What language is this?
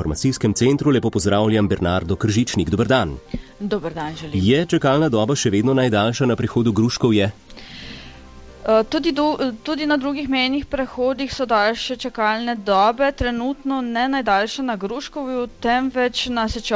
Slovenian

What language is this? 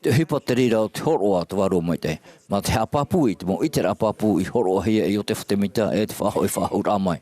Tahitian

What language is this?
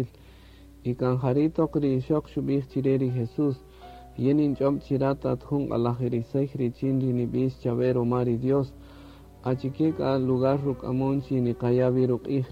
Kaqchikel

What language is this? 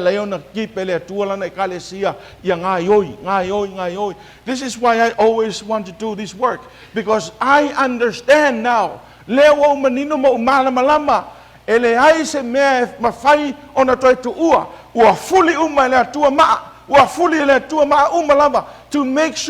Samoan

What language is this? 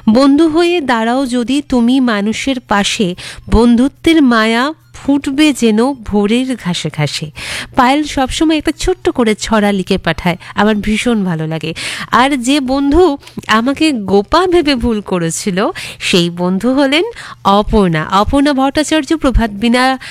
Bangla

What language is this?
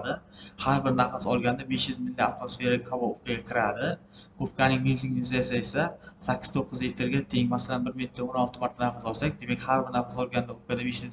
Uzbek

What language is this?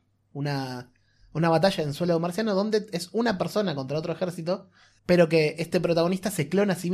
Spanish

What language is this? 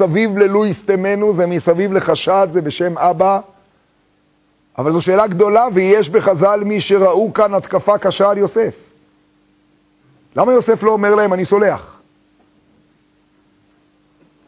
Hebrew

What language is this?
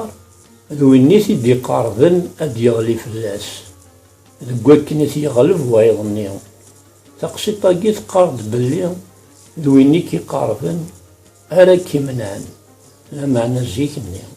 Kabyle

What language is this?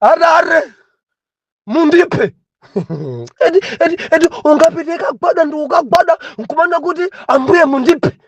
Nyanja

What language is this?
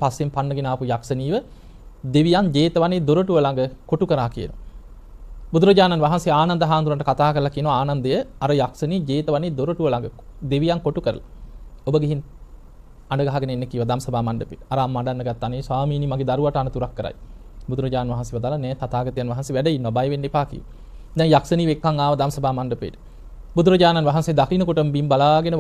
Sinhala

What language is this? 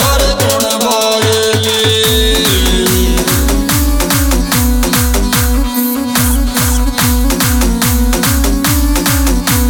Bhojpuri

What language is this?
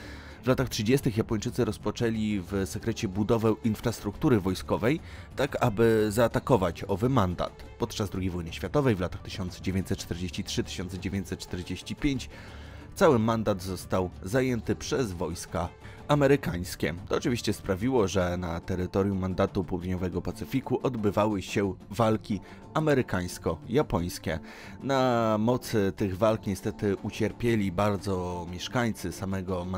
Polish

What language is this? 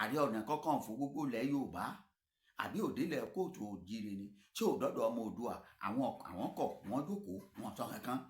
Yoruba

